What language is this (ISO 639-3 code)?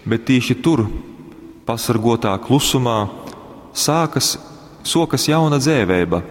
ltg